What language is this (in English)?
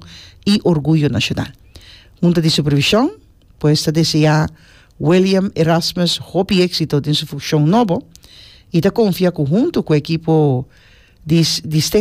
Papiamento